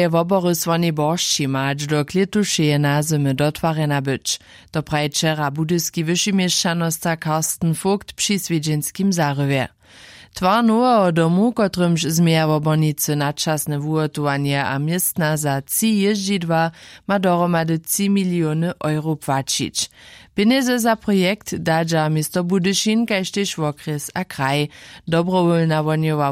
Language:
Upper Sorbian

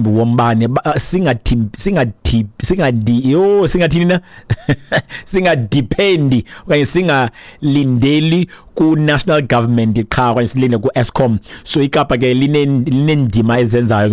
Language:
Xhosa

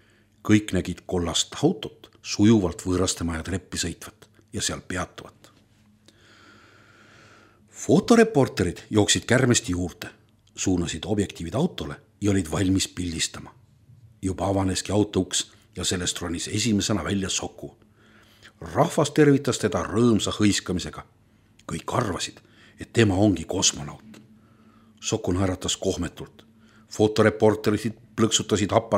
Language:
Estonian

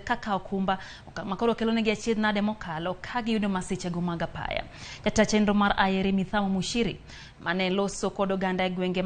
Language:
Luo (Kenya and Tanzania)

